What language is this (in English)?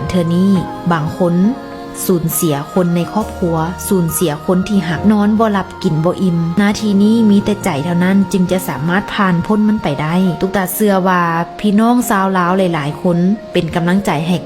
Lao